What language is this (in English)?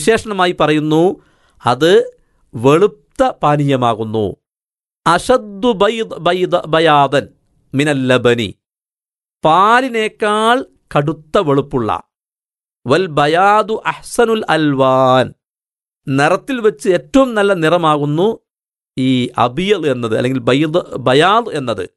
Malayalam